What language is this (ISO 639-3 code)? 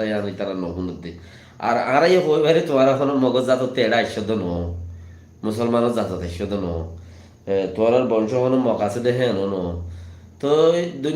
rhg